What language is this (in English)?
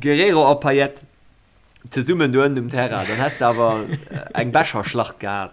Luxembourgish